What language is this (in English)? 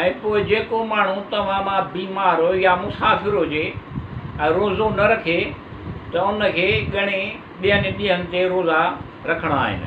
Sindhi